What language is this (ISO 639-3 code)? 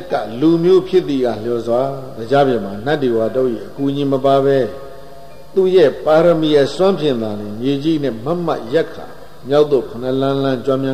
mya